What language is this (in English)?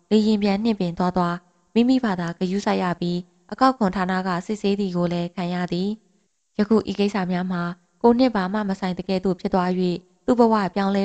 Burmese